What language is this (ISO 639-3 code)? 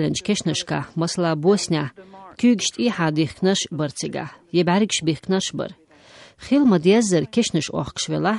che